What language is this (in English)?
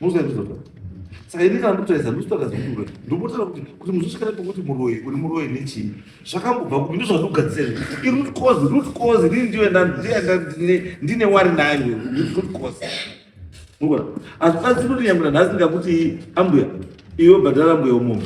Shona